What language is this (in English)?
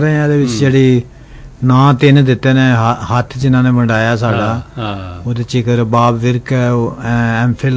Punjabi